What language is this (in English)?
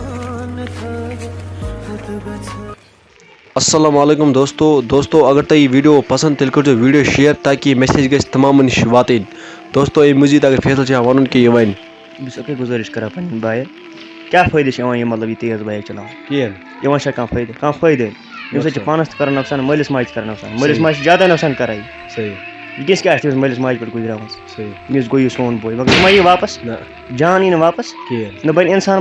Kashmiri